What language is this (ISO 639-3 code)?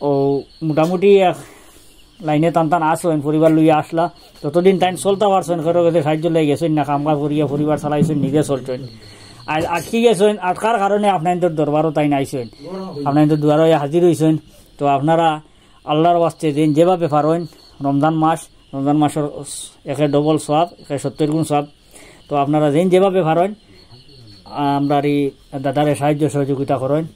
syl